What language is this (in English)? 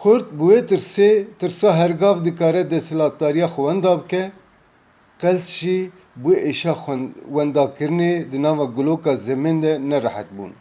Kurdish